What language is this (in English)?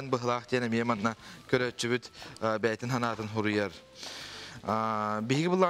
Yakut